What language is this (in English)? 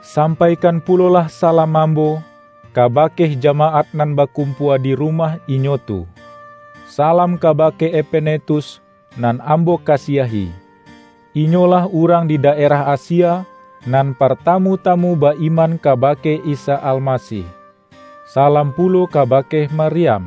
Minangkabau